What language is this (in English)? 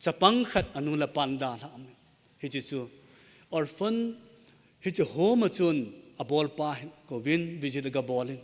Thado Chin